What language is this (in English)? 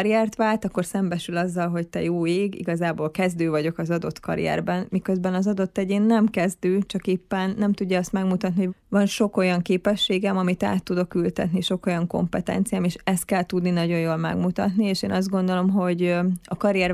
Hungarian